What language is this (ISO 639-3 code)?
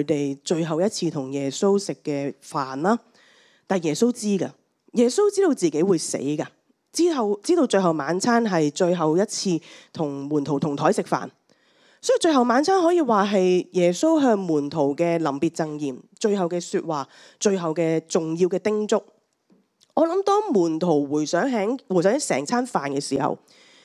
yue